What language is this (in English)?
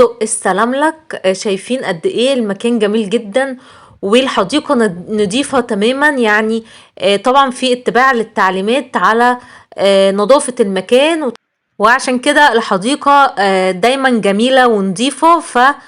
Egyptian Arabic